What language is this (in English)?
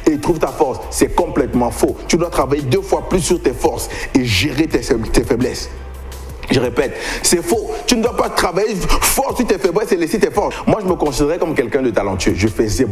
French